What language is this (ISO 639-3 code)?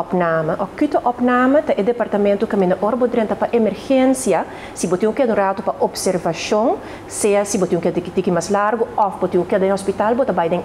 pap